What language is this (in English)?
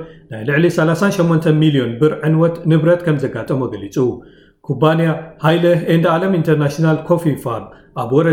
Tigrinya